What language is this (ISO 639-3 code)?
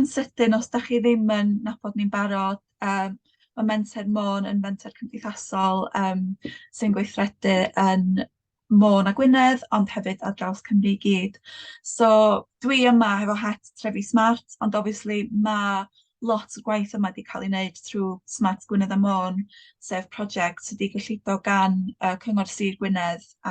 cym